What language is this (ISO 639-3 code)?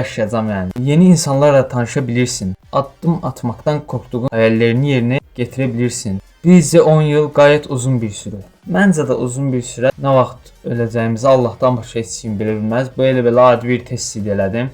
aze